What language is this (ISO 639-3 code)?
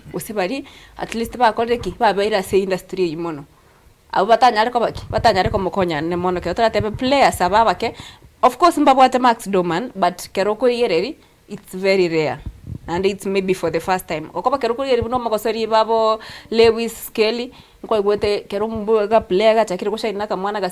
guz